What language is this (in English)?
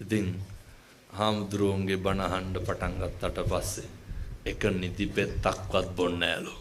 Sinhala